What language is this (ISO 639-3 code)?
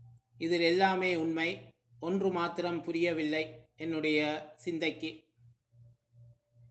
tam